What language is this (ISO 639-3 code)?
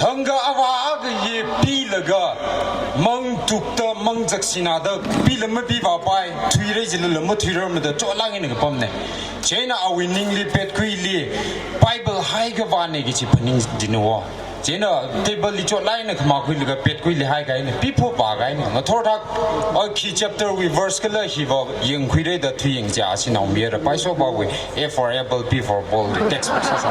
nmf